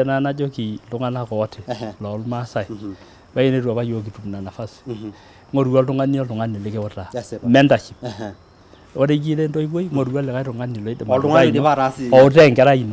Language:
Masai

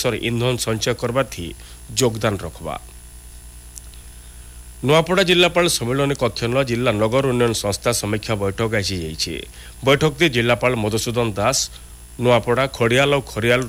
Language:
Odia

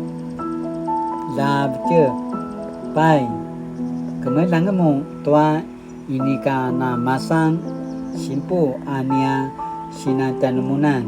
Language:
Paiwan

